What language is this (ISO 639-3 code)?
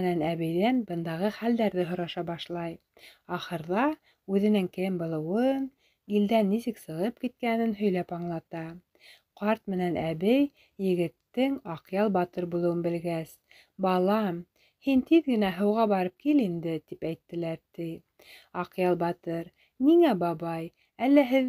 bak